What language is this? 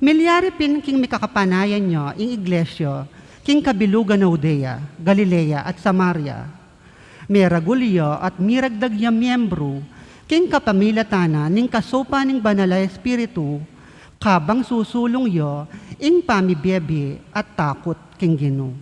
Pampanga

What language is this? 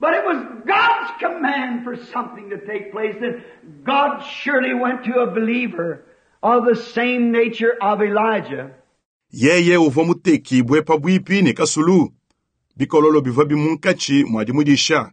Luba-Lulua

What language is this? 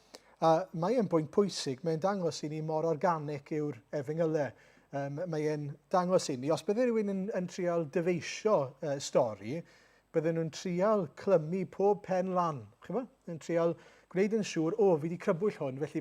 Welsh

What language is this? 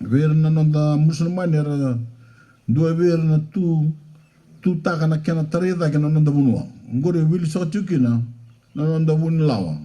Fijian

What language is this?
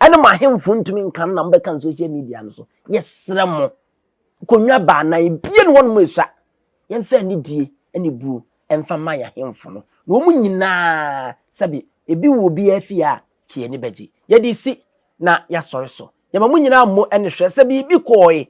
Akan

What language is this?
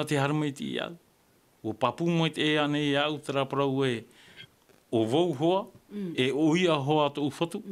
Tahitian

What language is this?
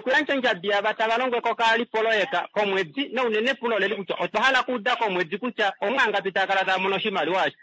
Kuanyama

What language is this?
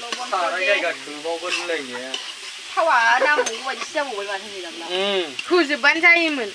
Bodo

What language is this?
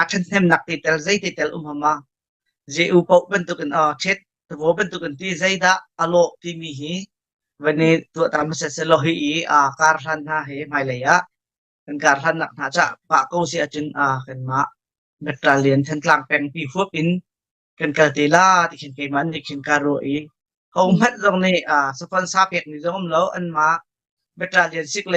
Hakha Chin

